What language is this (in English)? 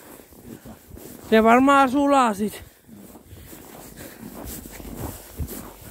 Finnish